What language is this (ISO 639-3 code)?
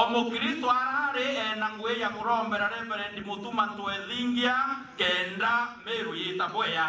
mer